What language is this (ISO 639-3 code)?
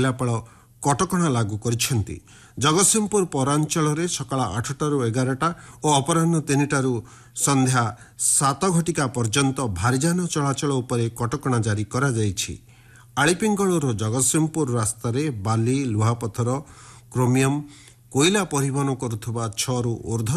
ori